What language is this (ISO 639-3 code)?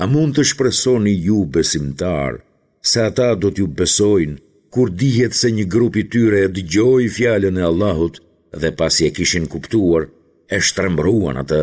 sqi